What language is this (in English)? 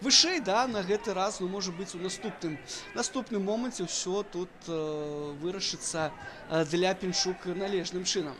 Belarusian